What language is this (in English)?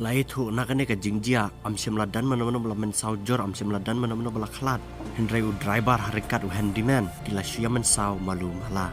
Khasi